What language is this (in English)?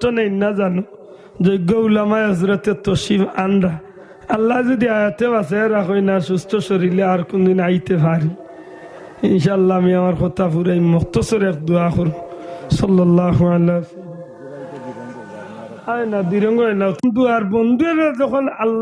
Sylheti